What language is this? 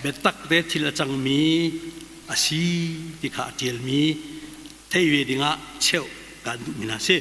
Hakha Chin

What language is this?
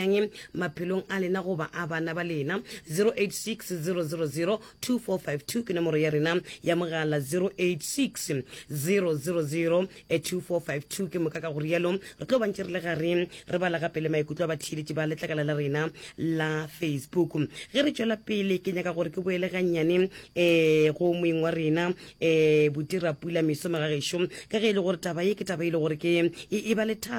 Northern Sotho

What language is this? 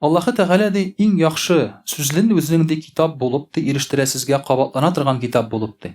Tatar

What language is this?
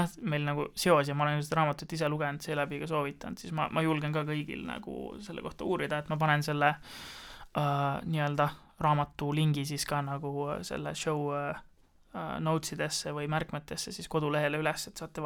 Estonian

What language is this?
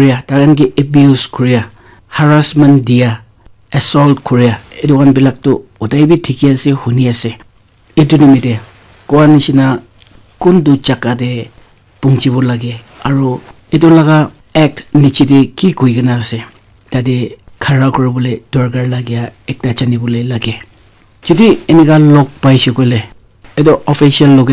Naga Pidgin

